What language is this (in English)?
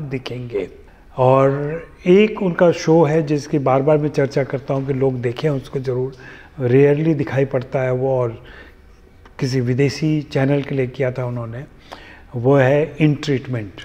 Hindi